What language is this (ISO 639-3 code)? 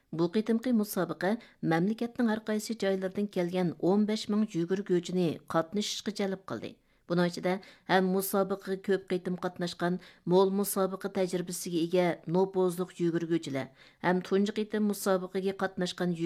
uig